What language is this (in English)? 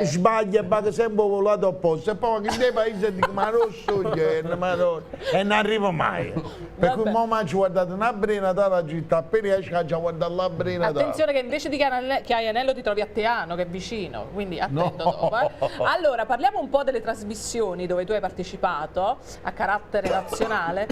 Neapolitan